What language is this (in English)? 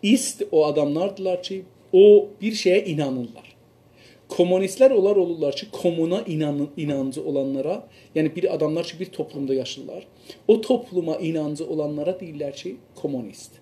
South Azerbaijani